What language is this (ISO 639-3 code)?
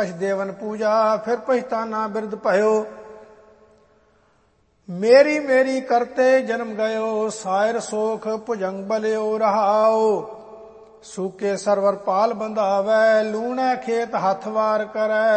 pan